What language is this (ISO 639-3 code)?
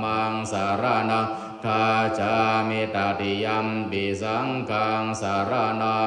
pli